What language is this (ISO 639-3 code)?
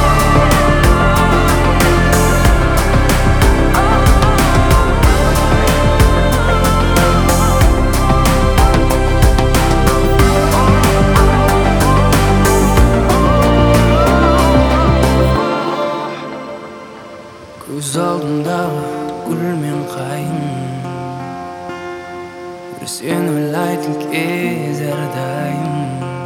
kaz